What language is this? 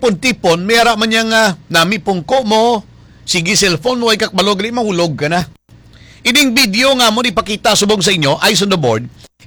Hiligaynon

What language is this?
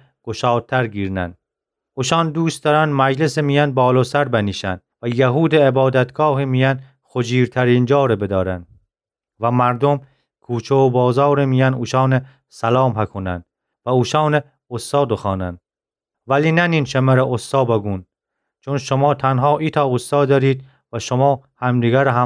Gilaki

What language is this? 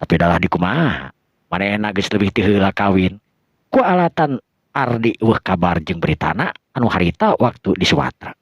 Sundanese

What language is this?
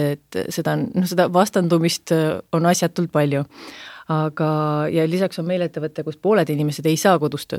Estonian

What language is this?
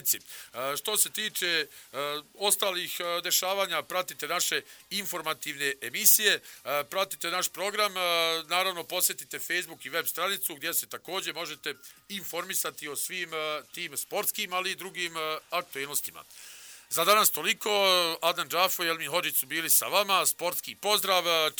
Bosnian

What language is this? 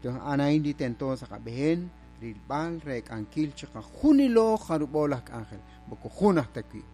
Kekchí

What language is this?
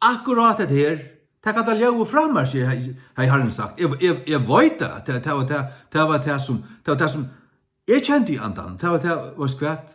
Faroese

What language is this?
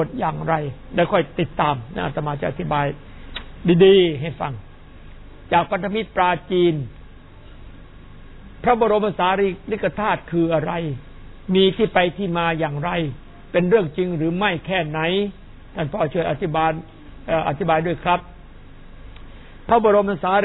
Thai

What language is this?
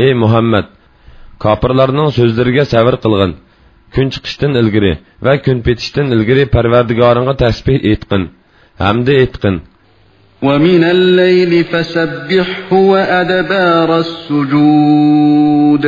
Uyghur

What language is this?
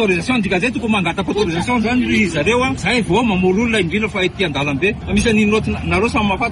Malagasy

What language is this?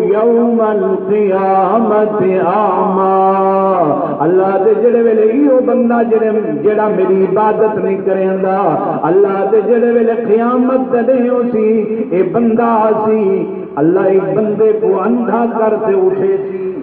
Saraiki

